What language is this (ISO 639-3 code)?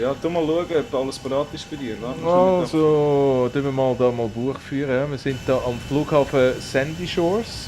gsw